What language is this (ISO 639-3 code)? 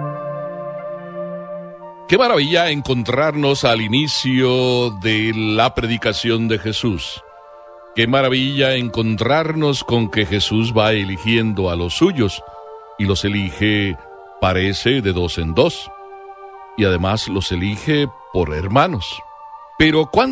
spa